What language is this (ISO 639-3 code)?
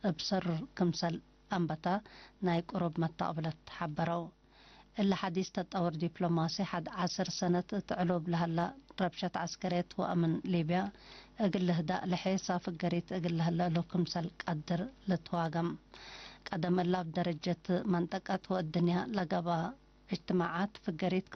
tig